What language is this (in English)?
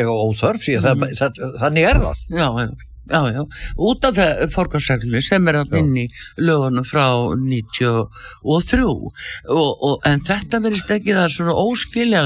Icelandic